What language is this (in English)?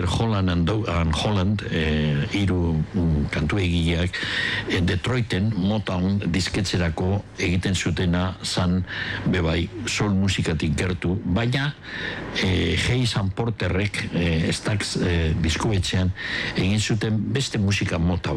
Basque